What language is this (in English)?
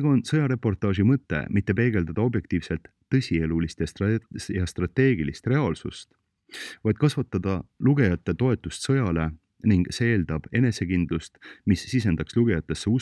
Estonian